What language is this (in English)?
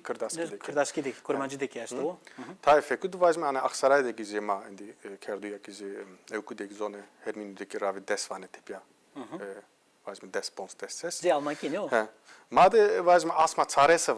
Zaza